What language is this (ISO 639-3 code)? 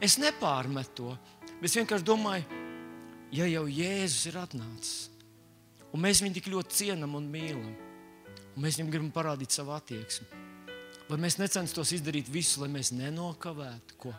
lav